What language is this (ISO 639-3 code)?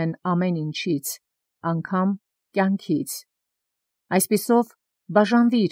hye